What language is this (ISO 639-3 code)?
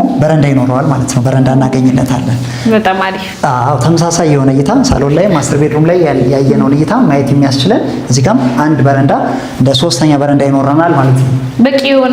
amh